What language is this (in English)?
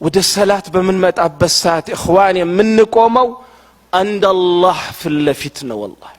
Amharic